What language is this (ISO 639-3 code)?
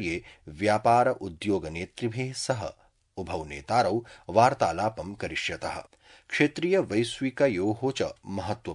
san